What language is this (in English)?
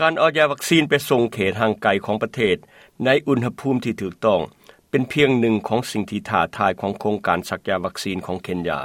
Lao